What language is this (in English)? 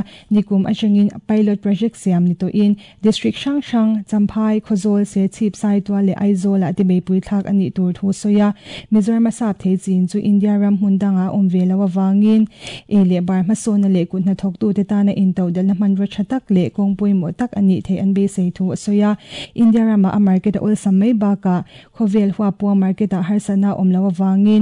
Mizo